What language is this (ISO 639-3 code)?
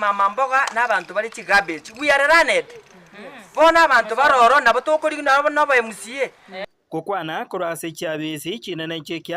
guz